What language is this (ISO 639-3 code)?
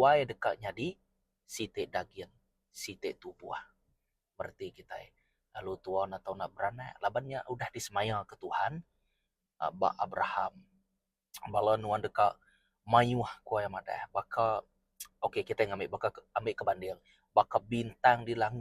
iba